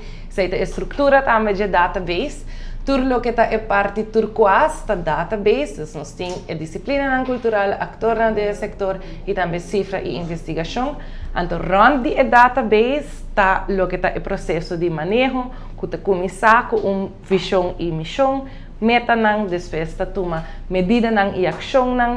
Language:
Papiamento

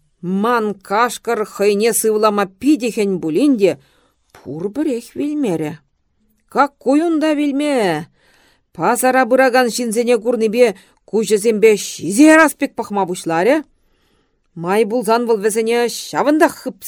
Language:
Chuvash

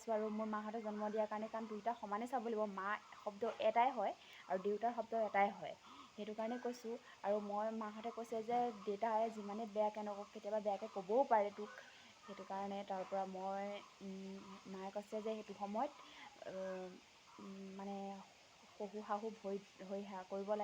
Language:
Assamese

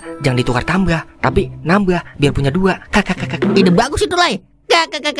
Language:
Betawi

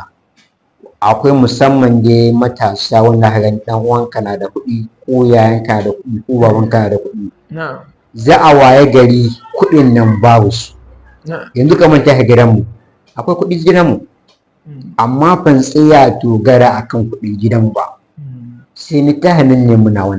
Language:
Hausa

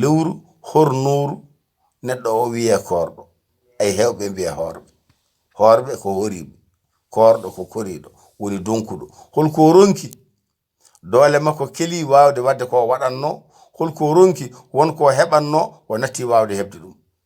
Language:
Fula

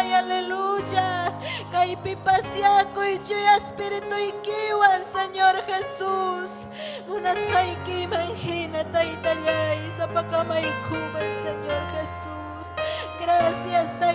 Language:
Ayacucho Quechua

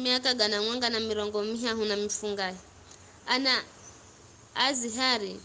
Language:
Giryama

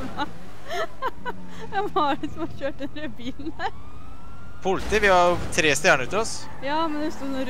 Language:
Norwegian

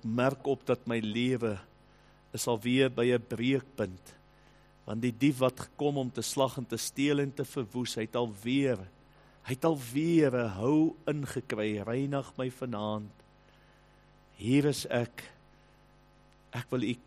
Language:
Afrikaans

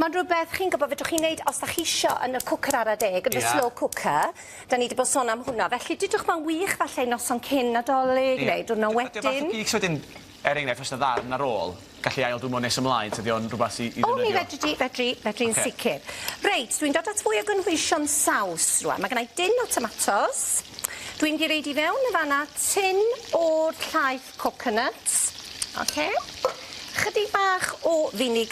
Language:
Welsh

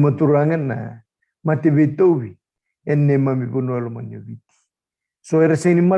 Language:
Fijian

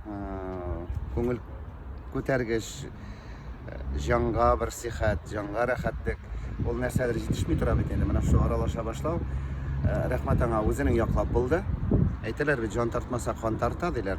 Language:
Tatar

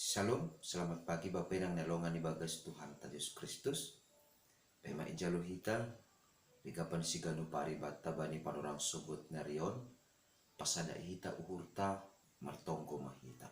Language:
Batak Simalungun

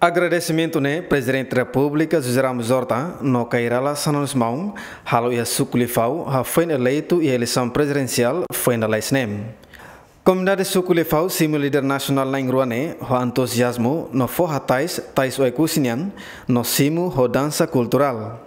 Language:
Tetum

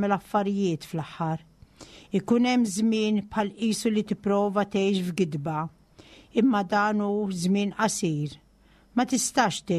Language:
Maltese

